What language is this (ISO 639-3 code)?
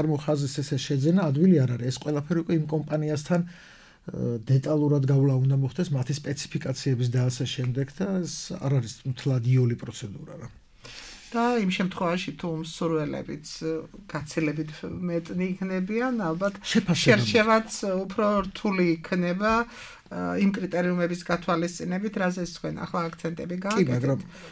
kat